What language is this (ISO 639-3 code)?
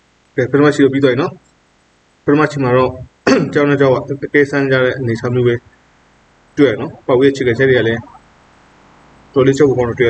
mya